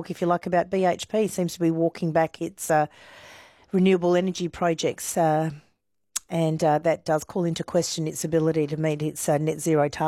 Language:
English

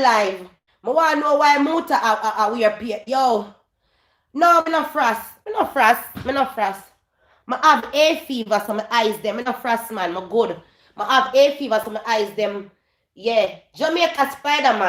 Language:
Jamaican Creole English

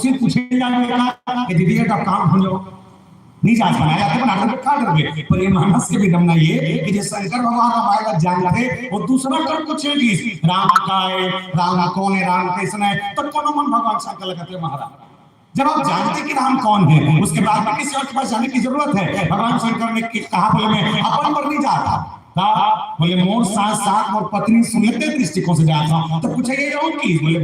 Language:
Chhattisgarhi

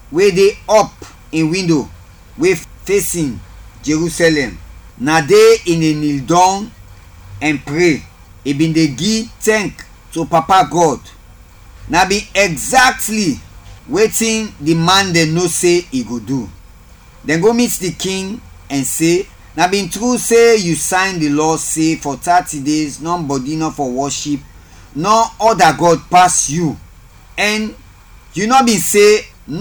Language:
Krio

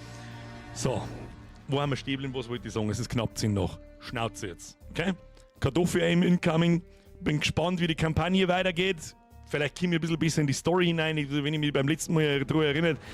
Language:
Bavarian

